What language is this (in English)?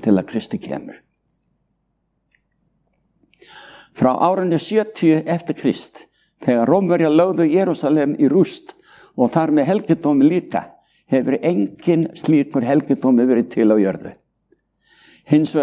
Icelandic